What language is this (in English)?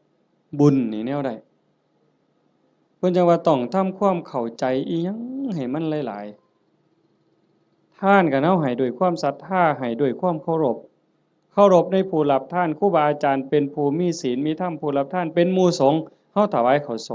Northeastern Thai